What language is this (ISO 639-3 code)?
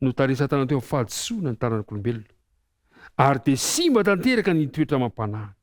mlg